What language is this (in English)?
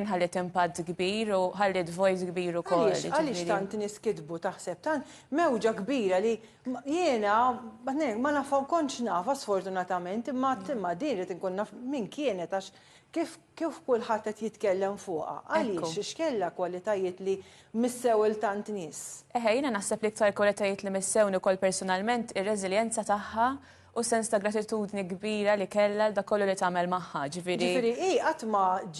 Maltese